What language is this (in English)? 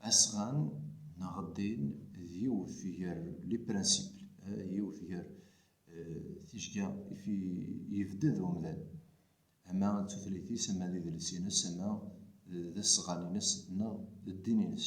Kabyle